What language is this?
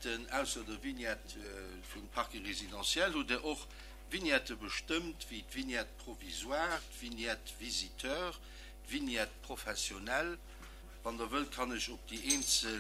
Luxembourgish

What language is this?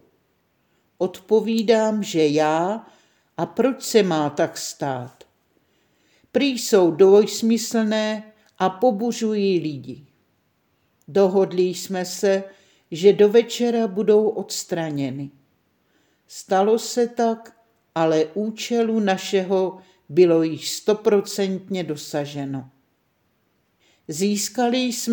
Czech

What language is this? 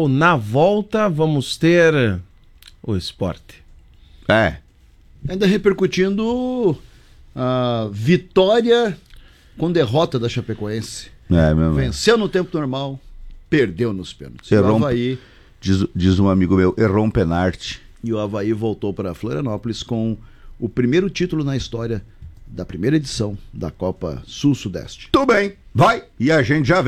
Portuguese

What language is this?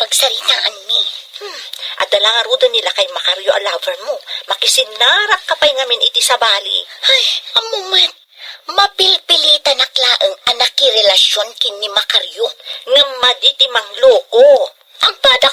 Iloko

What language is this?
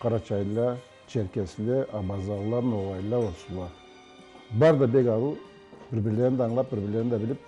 Tatar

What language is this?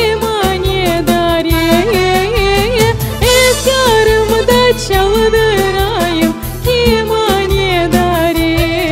Crimean Tatar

